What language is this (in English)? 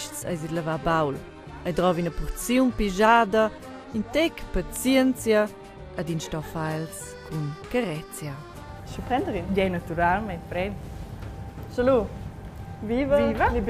Romansh